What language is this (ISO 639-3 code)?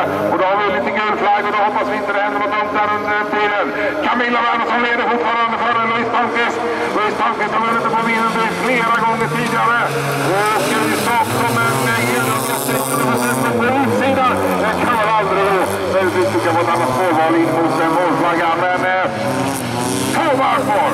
swe